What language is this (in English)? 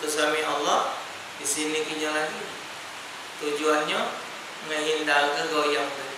Musi